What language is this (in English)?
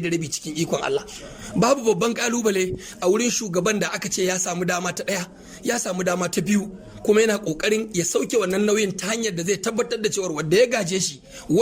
Hausa